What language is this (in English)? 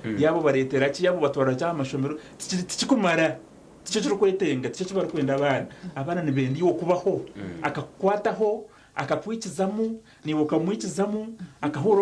Nyankole